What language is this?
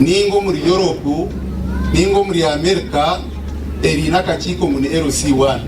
Nyankole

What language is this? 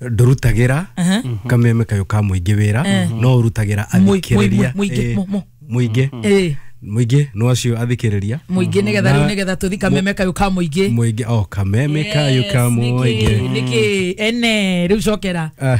Kikuyu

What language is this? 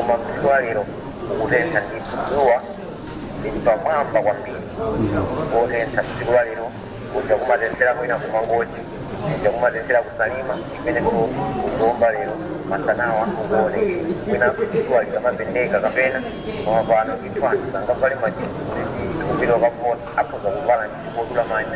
Nyanja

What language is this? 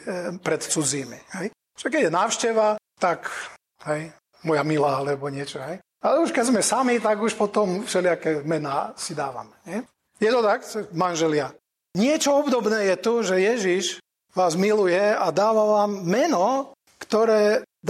Slovak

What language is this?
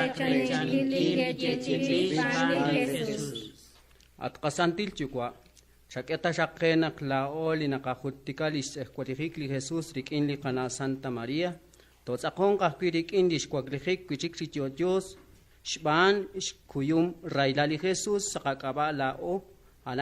Kekchí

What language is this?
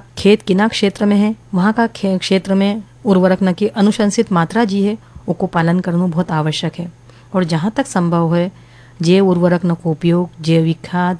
Hindi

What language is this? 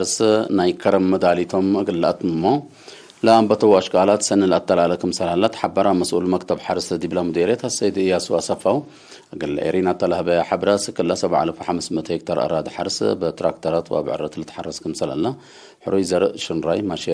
Tigre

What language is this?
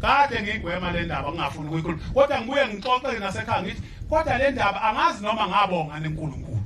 Zulu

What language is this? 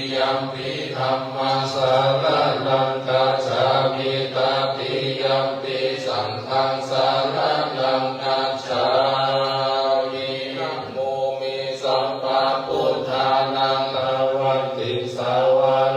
Pali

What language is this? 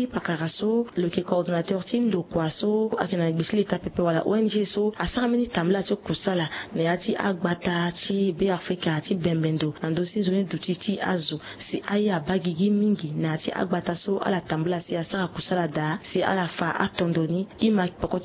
Sango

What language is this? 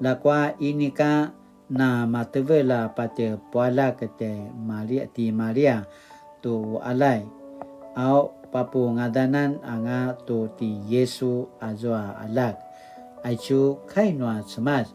Paiwan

